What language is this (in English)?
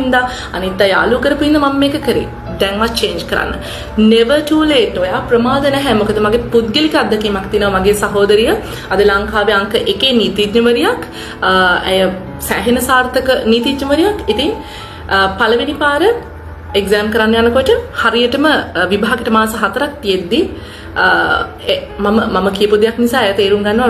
Sinhala